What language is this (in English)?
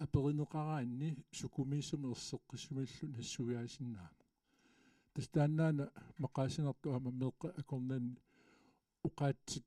Kalaallisut